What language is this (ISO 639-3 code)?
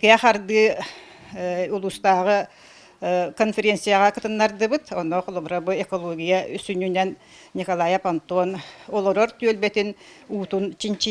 sah